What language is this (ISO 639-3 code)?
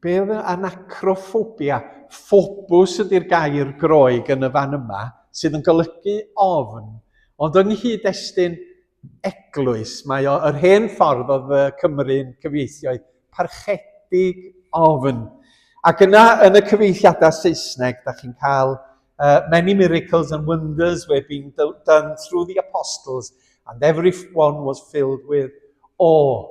cym